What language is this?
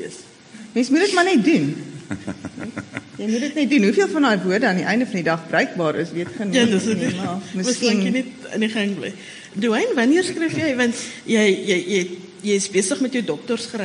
Afrikaans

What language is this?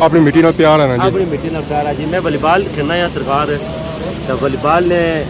Pahari-Potwari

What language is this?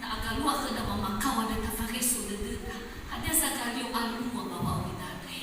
Nias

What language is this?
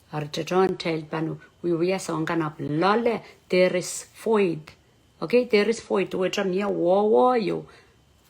Pohnpeian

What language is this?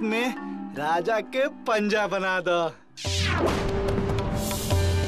Bhojpuri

